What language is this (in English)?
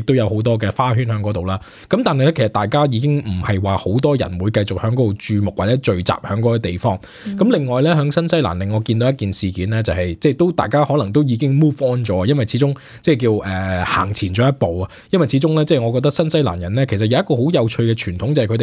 Cantonese